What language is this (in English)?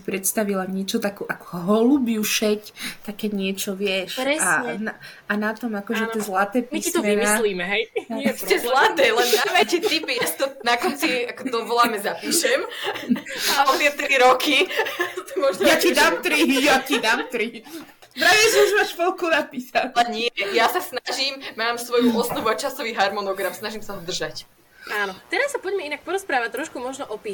Slovak